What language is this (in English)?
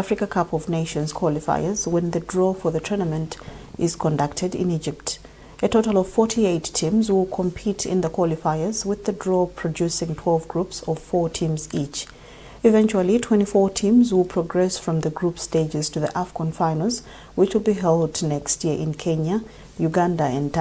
English